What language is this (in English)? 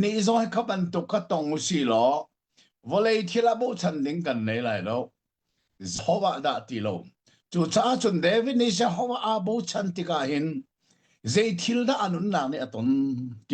Hakha Chin